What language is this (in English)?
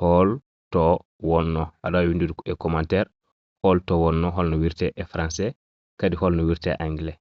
Fula